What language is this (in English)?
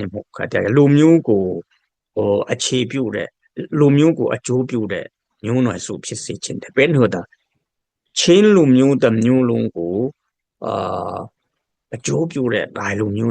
Dimasa